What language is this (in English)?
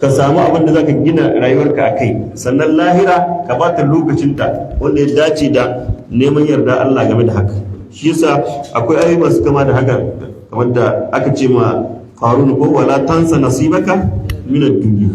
Hausa